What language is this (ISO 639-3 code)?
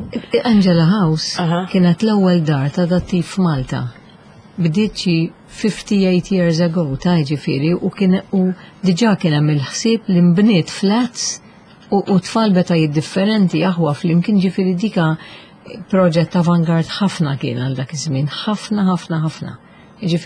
mlt